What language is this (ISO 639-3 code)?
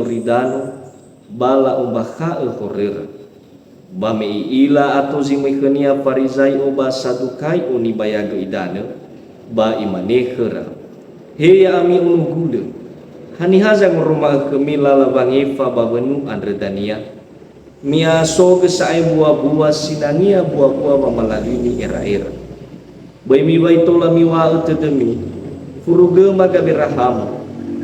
nia